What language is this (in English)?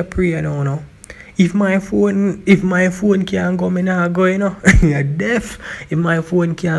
Jamaican Creole English